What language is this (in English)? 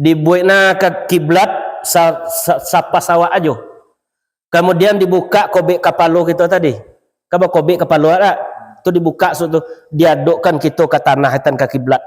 Minangkabau